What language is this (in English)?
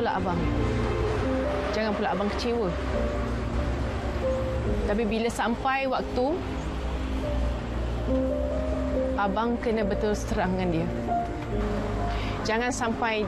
Malay